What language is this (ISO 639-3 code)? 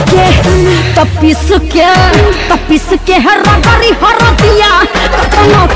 bho